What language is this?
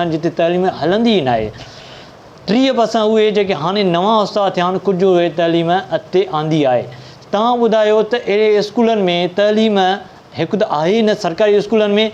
Sindhi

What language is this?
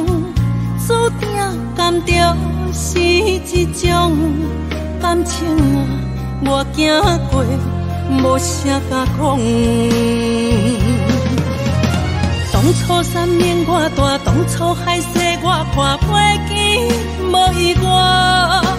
Min Nan Chinese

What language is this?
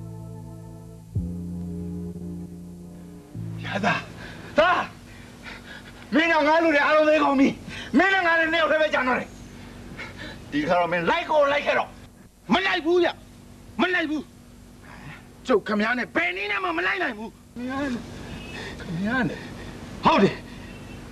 Burmese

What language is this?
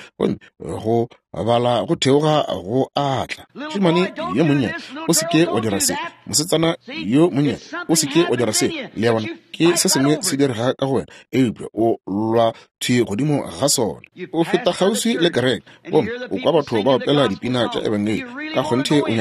Northern Sotho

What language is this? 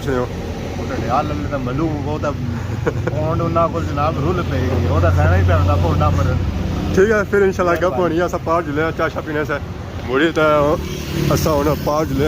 Pahari-Potwari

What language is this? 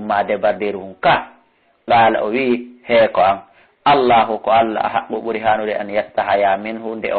Fula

